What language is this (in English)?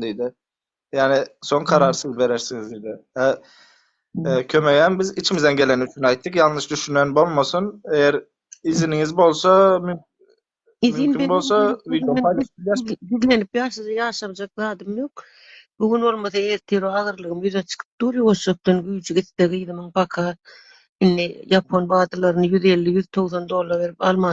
Turkmen